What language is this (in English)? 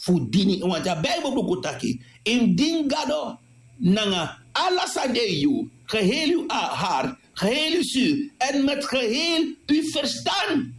Sranan Tongo